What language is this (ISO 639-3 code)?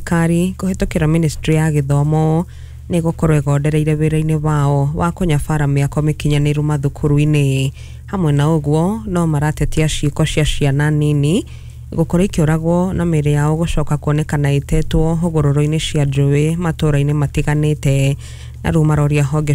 kik